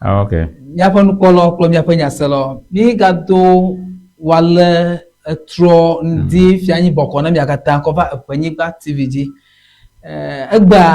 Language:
Ewe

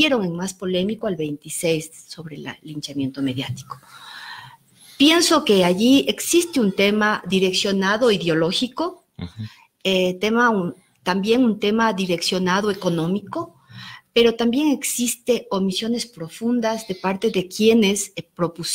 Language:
Spanish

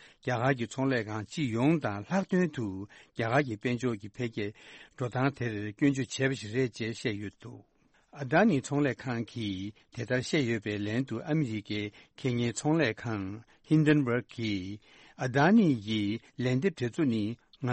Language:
Tibetan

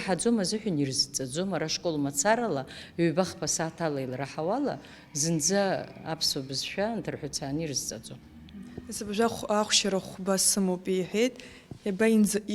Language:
Abkhazian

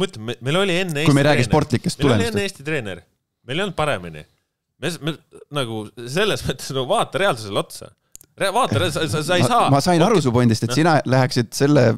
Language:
Estonian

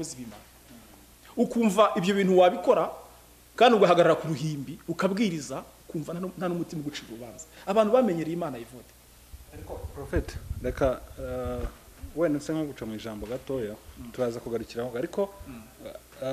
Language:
Kinyarwanda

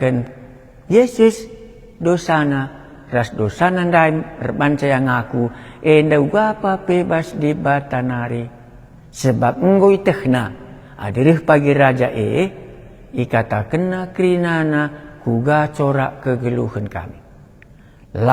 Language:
Batak Karo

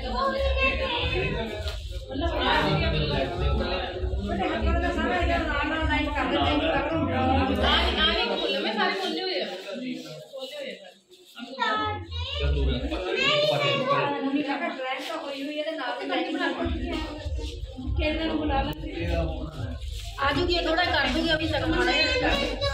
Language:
Punjabi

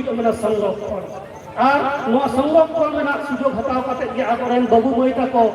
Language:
Santali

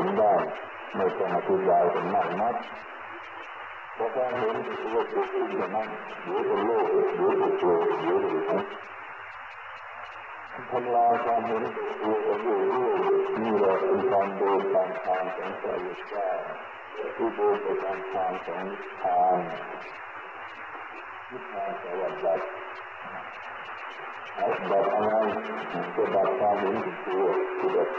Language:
Thai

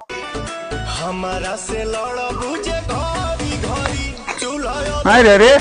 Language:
Magahi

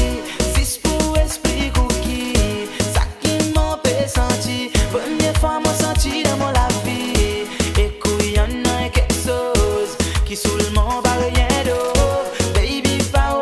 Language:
Seselwa Creole French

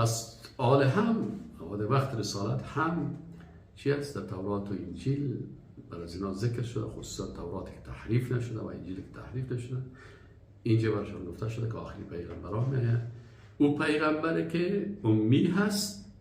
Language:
Persian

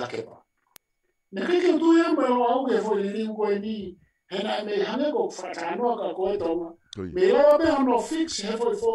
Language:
Tongan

